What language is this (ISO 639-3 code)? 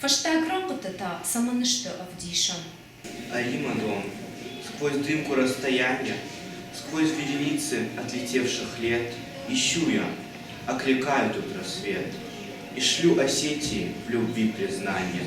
oss